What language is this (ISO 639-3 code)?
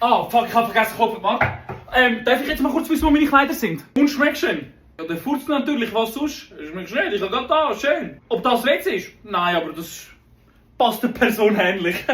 gsw